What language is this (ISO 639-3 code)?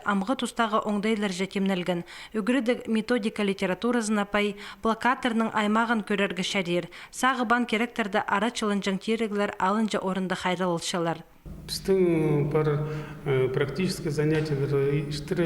kjh